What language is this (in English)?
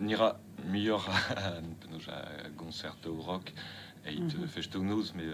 Breton